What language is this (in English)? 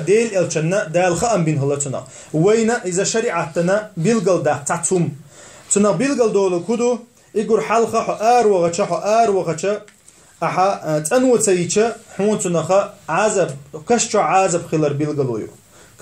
Chechen